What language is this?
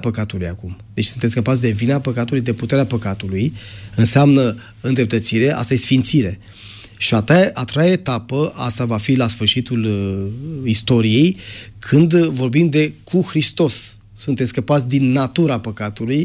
Romanian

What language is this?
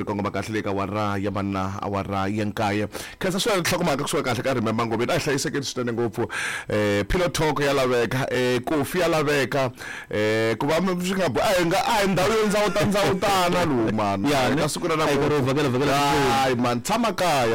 Tsonga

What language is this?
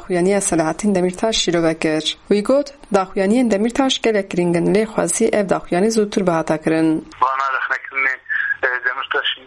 Kurdish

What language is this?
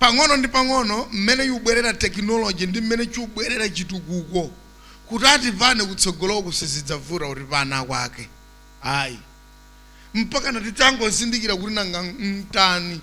Nyanja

